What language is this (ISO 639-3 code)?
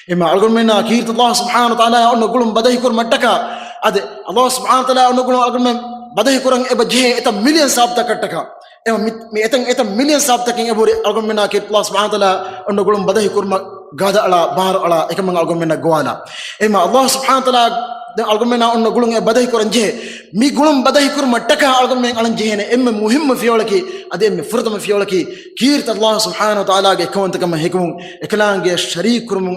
div